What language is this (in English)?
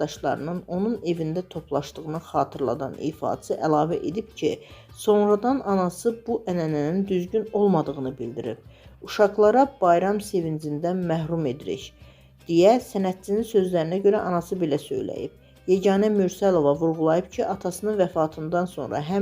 Azerbaijani